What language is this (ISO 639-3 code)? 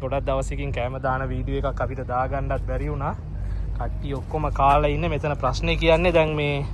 sin